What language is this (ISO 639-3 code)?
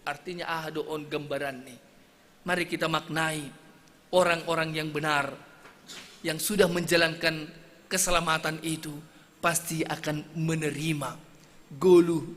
bts